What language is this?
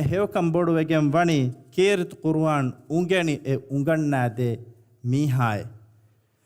Divehi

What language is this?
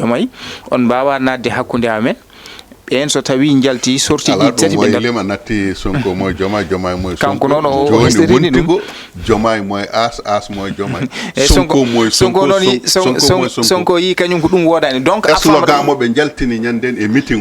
Fula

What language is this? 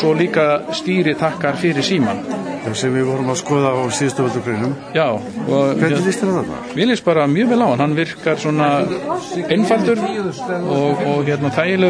Icelandic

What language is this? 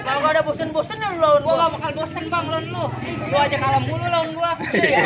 Betawi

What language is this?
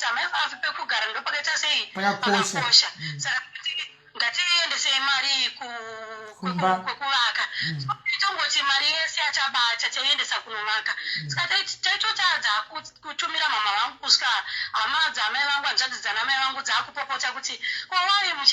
Shona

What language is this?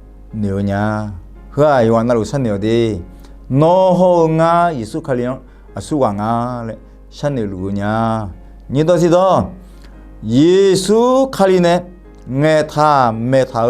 Akha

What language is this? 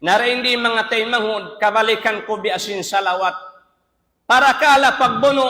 Tausug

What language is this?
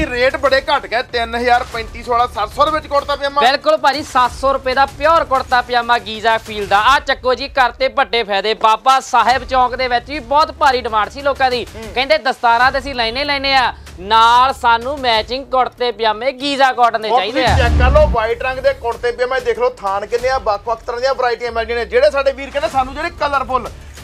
Punjabi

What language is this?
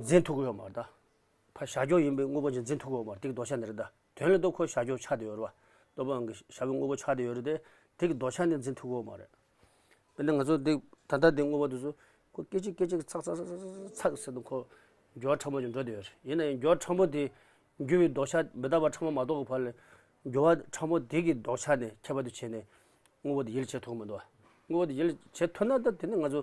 Tibetan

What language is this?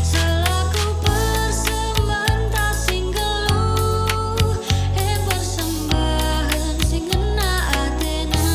Batak Karo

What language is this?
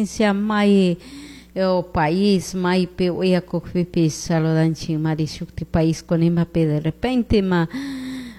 Chimborazo Highland Quichua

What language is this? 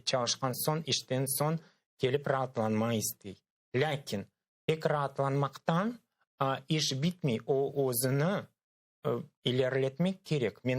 Crimean Tatar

